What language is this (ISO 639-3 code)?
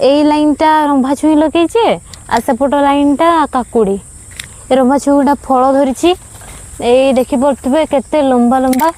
ori